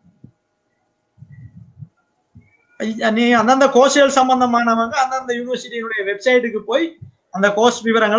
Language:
Tamil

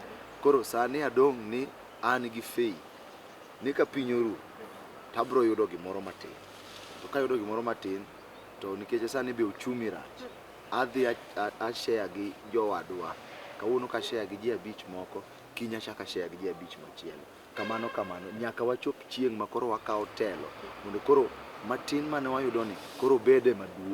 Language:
Luo (Kenya and Tanzania)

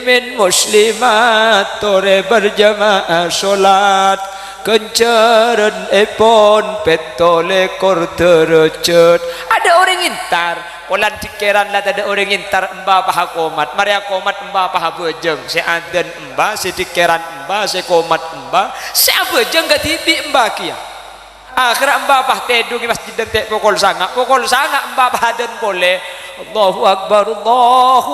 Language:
Madurese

